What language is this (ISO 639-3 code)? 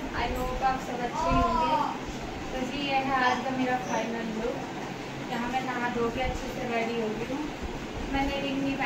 hin